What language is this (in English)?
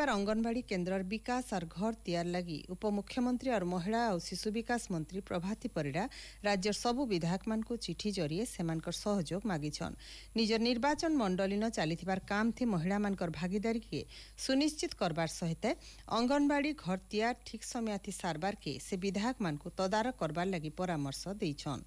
Odia